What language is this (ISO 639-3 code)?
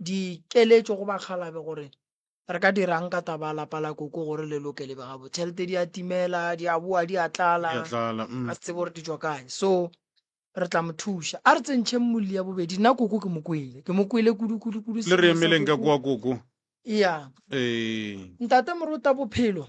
nso